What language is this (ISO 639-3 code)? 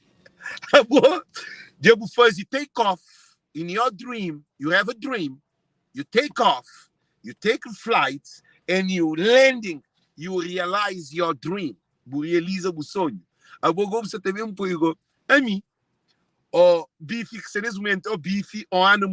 kea